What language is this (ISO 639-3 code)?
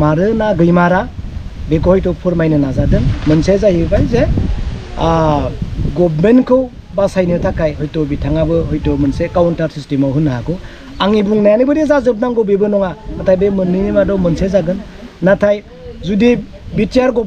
brx